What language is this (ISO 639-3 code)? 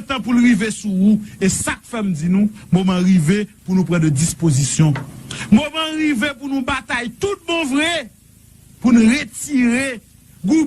hat